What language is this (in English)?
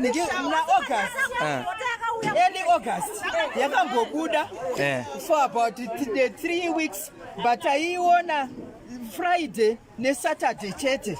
Shona